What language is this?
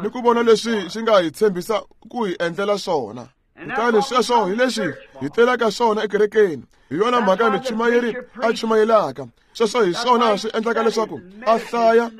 Tsonga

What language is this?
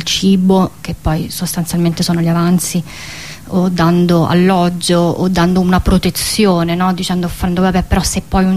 Italian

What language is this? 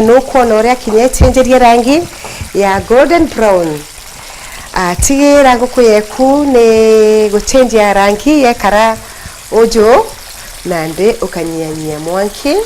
Meru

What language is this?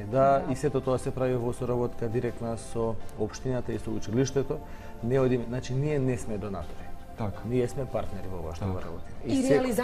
Macedonian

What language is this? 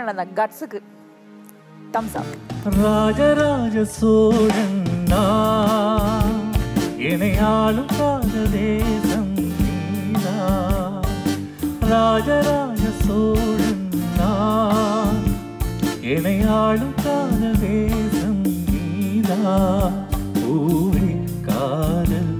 Tamil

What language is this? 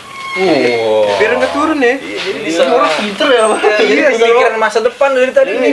Betawi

